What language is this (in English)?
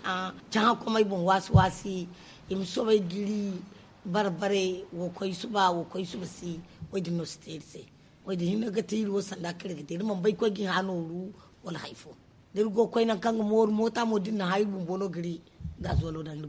Zarma